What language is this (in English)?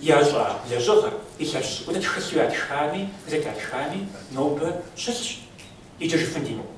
Kabardian